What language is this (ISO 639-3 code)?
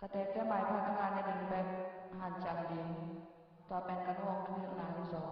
ctd